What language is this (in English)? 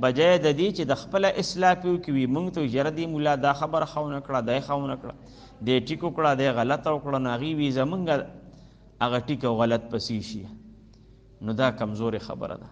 Pashto